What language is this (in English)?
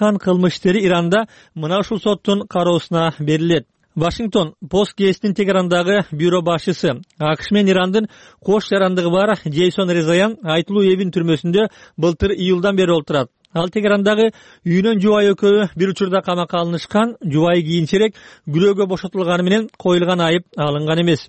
Kyrgyz